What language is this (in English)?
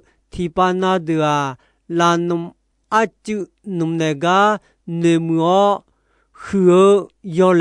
Akha